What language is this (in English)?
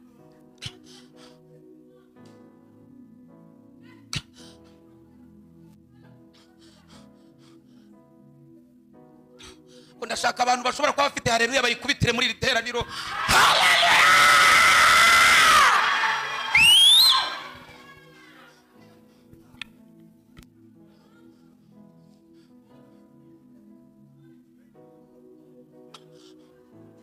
Kinyarwanda